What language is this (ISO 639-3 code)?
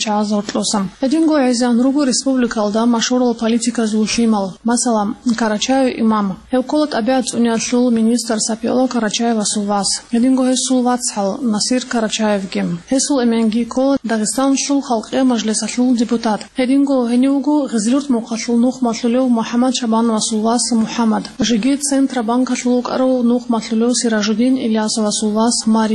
ava